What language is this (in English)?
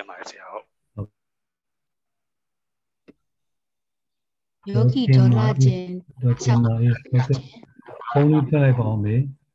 Burmese